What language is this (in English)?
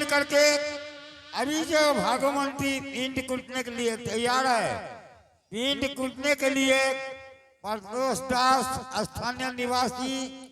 Angika